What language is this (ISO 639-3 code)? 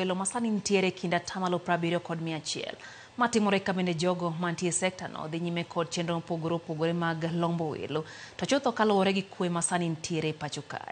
luo